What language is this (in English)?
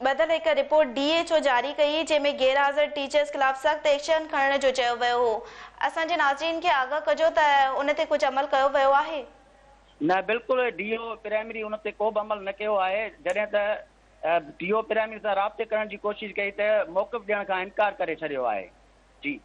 Sindhi